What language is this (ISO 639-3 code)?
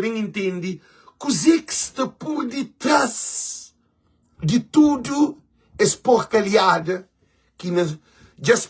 kea